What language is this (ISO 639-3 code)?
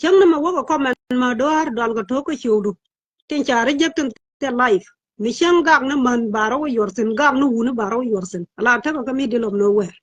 nus